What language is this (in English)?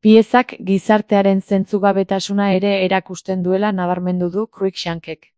Basque